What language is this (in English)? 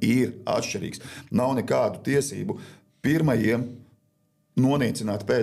Latvian